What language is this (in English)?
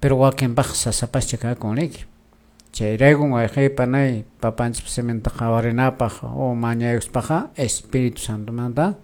Quechua